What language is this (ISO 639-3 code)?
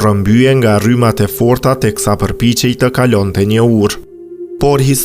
sqi